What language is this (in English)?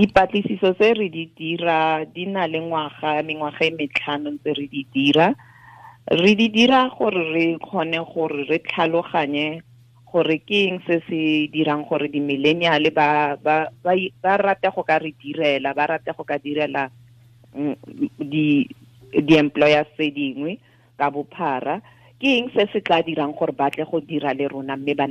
Tswana